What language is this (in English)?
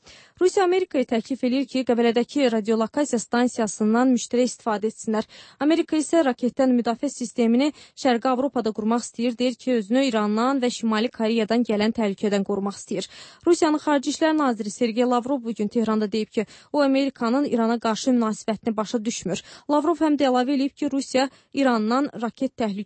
Azerbaijani